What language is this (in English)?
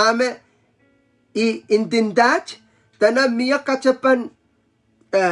Pohnpeian